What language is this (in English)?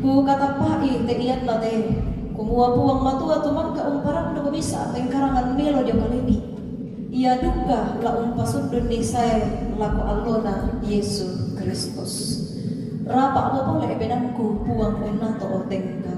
Toraja-Sa'dan